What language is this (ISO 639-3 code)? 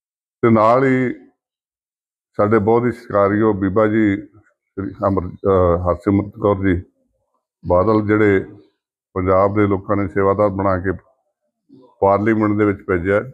pan